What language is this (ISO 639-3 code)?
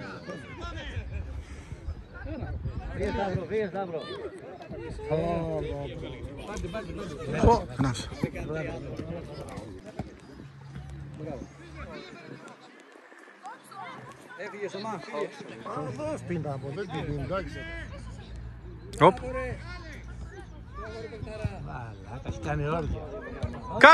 ell